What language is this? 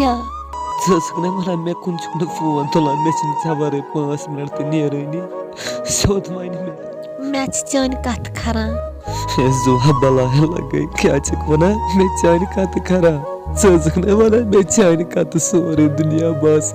Kashmiri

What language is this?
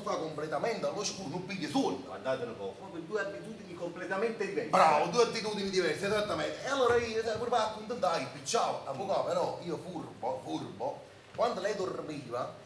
Neapolitan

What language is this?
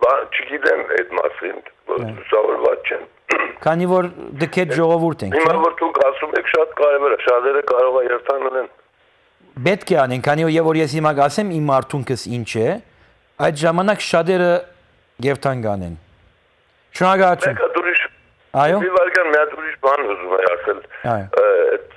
Western Armenian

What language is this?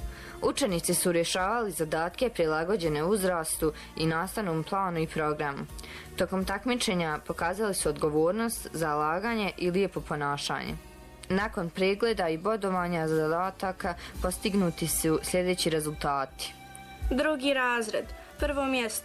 Bosnian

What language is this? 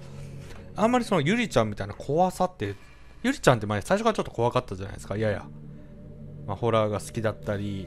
Japanese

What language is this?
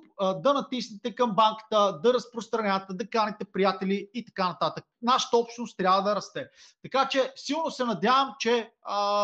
Bulgarian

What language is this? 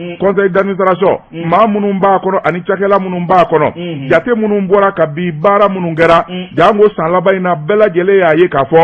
Bambara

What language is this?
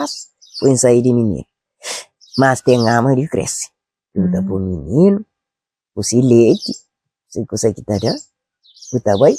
Kabuverdianu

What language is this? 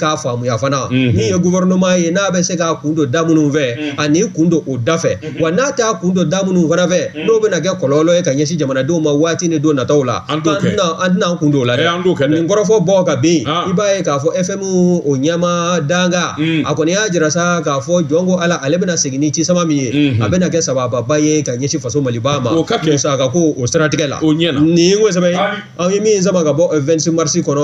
Bambara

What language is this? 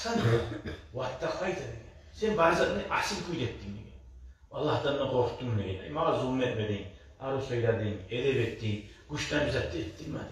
Kumyk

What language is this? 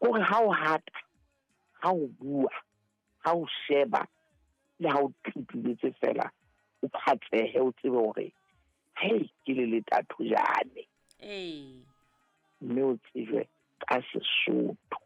Southern Sotho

